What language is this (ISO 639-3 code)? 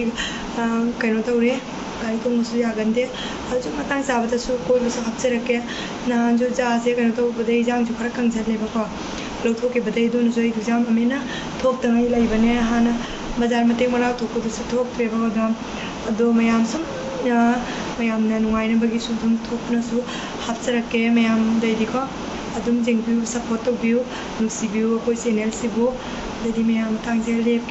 mni